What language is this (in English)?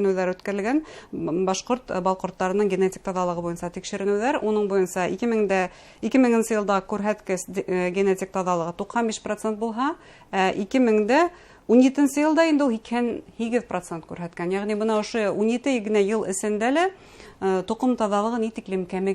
Bashkir